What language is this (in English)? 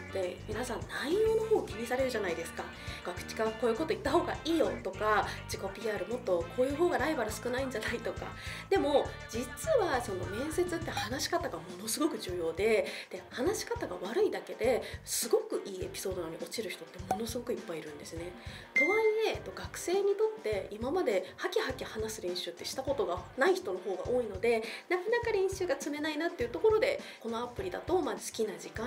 Japanese